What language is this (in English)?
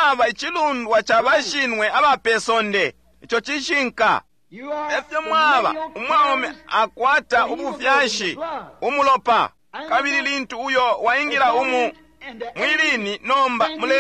Bemba